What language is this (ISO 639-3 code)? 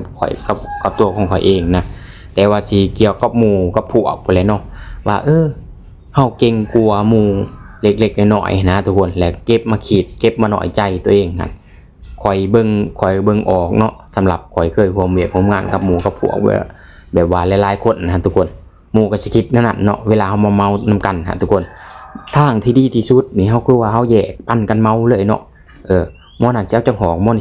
lao